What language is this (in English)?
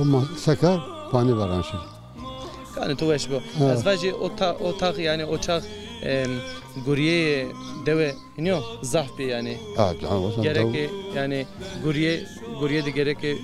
Zaza